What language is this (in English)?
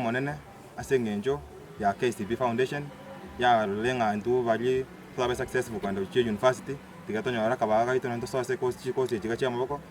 Gusii